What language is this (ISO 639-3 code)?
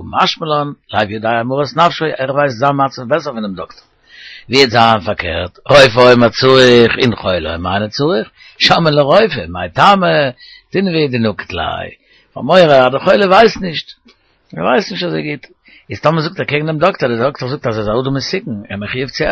yid